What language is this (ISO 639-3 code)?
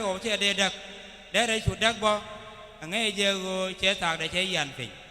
nus